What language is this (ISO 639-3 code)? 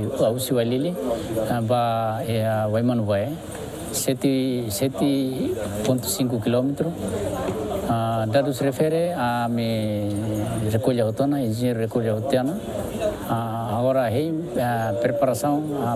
tet